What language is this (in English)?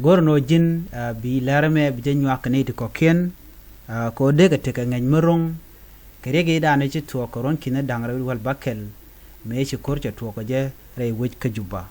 Nuer